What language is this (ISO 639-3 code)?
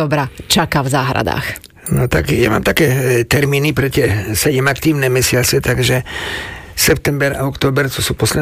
slk